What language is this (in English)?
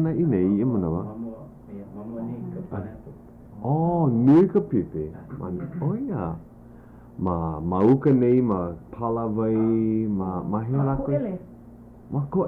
Hawaiian